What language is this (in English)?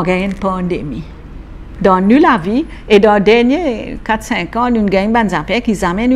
Morisyen